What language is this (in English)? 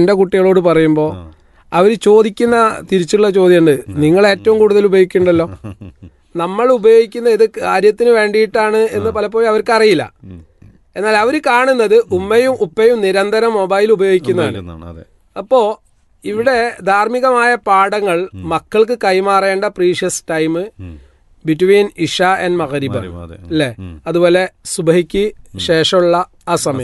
Malayalam